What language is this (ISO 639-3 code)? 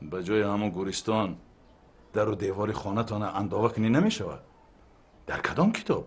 tgk